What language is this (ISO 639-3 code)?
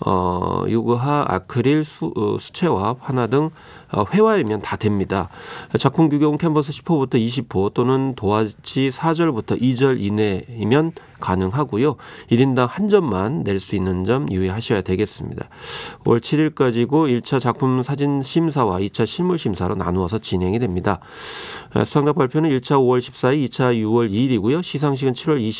kor